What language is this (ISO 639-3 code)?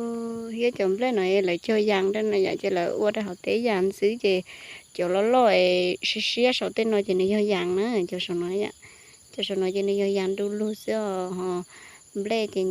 hmn